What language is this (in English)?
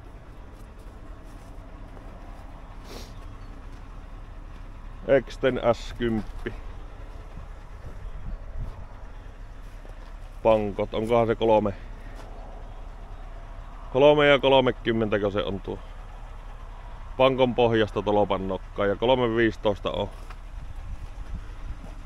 Finnish